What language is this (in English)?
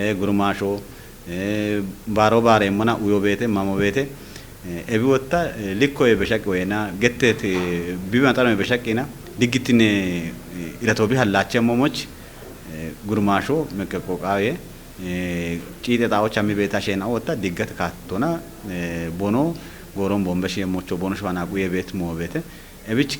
Kafa